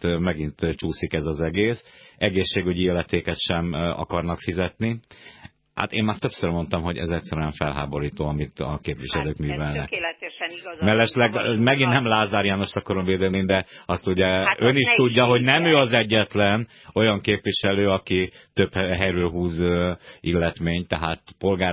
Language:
Hungarian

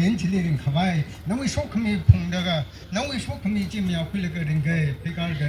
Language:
Tangkhul Naga (India)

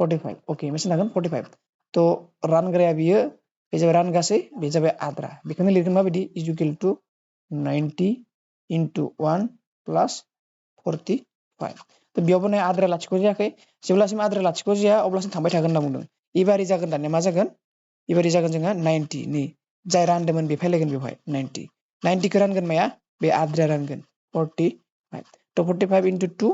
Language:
Bodo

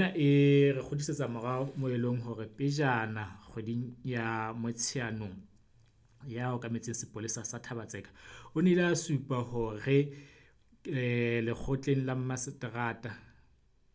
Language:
Southern Sotho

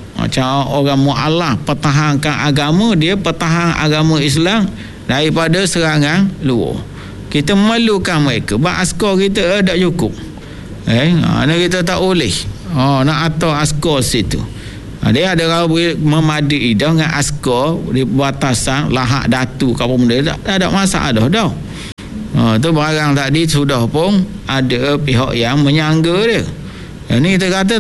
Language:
Malay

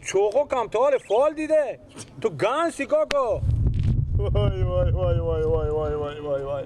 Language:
Persian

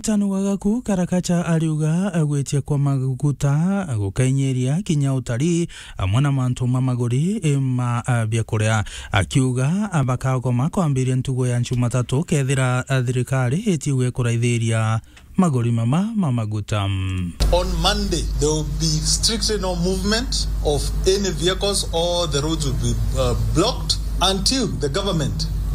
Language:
Meru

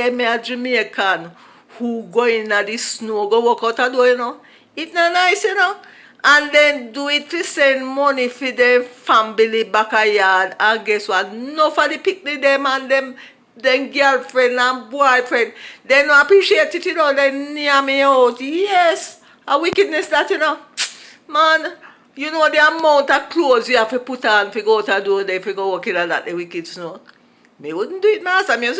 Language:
Jamaican Creole English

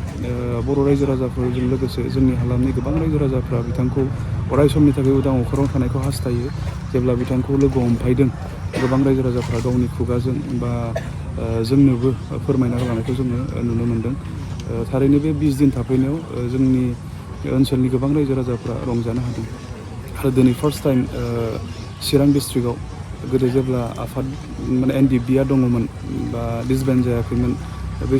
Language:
Bodo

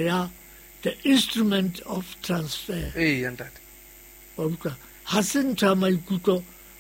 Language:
Southern Sotho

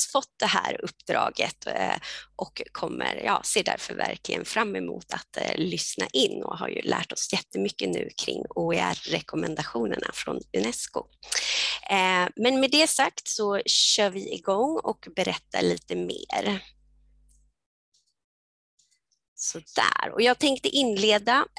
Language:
Swedish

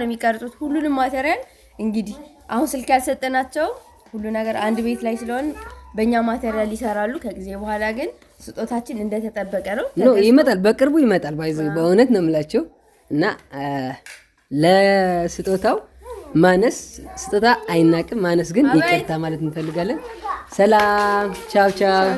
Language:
Amharic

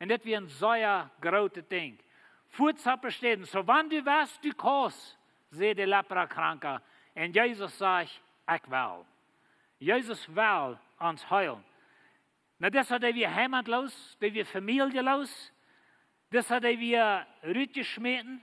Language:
Plautdietsch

